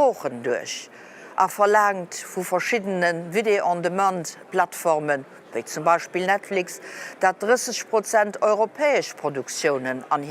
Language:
Luxembourgish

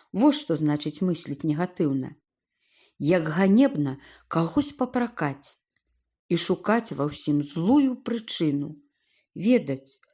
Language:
Belarusian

